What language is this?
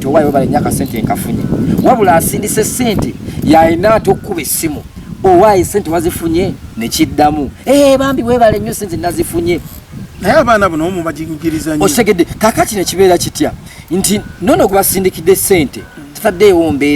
Ganda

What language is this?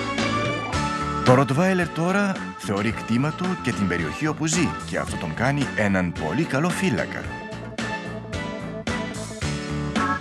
Greek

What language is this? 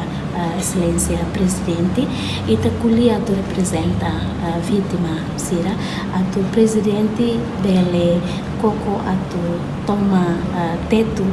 Tetum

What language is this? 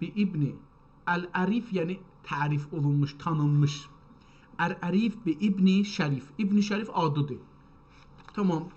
South Azerbaijani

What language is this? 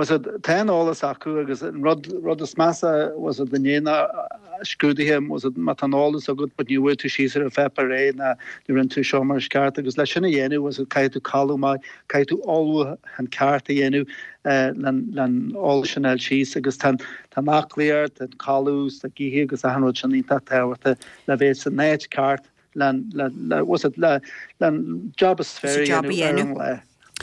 Irish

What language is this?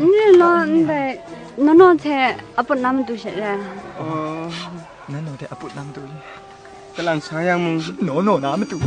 Kachin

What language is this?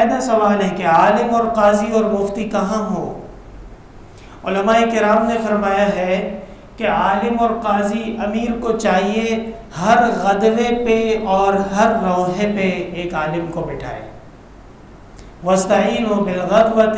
Urdu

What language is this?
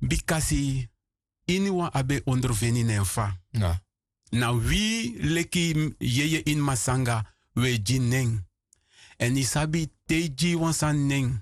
Sranan Tongo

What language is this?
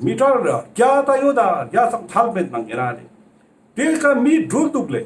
Ladakhi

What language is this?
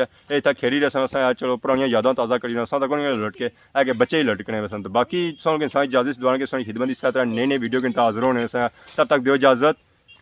Pahari-Potwari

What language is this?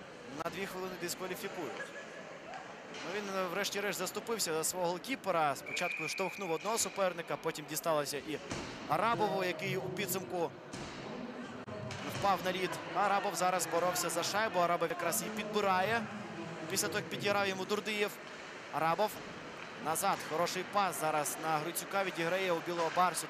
Ukrainian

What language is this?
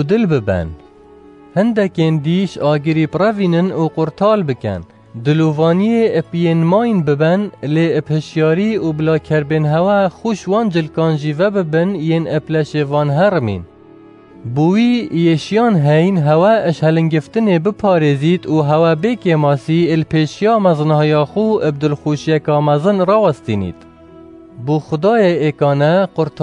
Kurdish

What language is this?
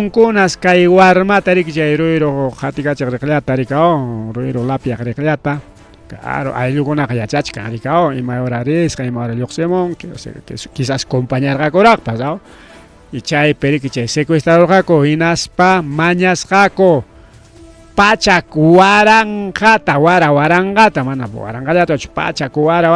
Ayacucho Quechua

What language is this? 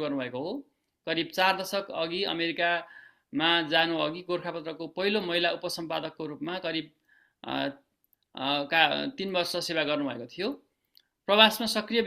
Nepali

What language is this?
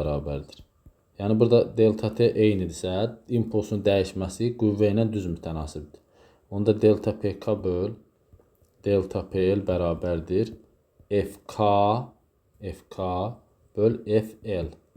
Azerbaijani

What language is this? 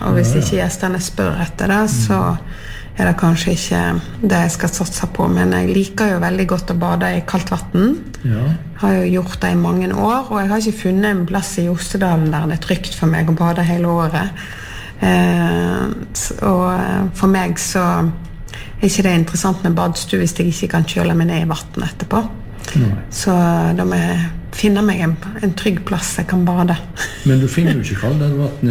Norwegian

